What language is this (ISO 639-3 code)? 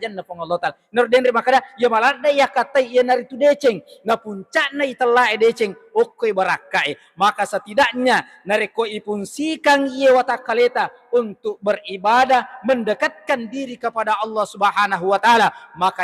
bug